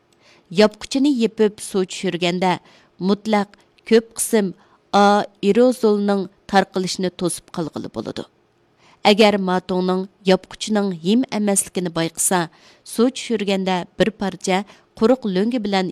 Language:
Uyghur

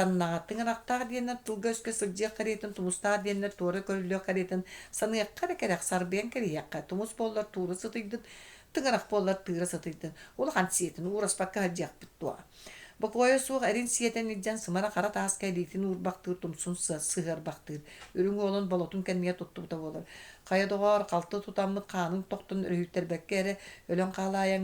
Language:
Yakut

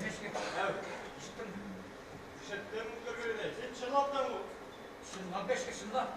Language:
Tatar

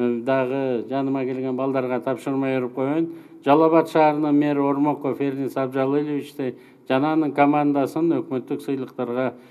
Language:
Kyrgyz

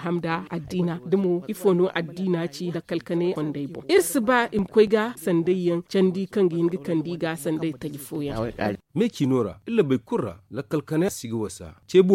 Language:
Zarma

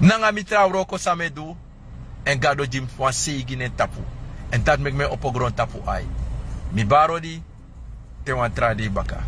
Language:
Sranan Tongo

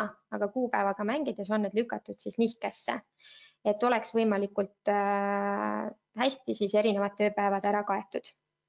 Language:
Estonian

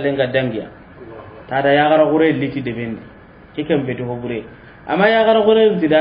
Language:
Soninke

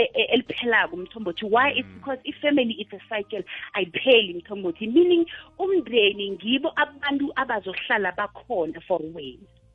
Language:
South Ndebele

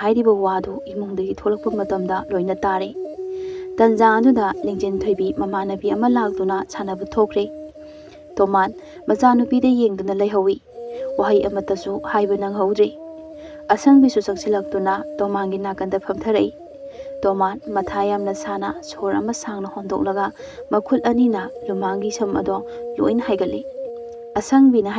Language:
Manipuri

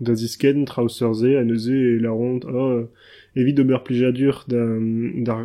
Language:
Breton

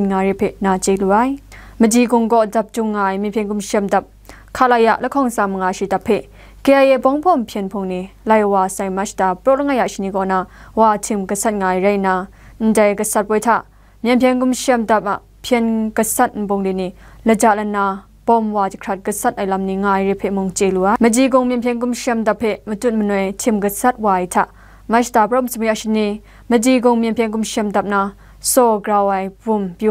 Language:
Kachin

